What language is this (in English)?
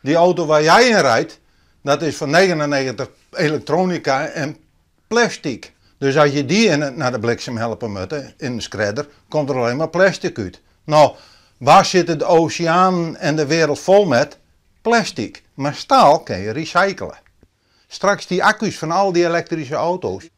Western Frisian